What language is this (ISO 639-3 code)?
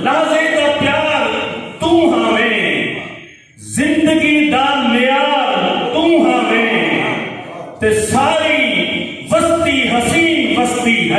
skr